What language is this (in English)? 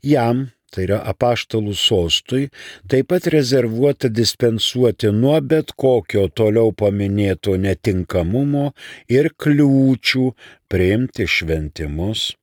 Lithuanian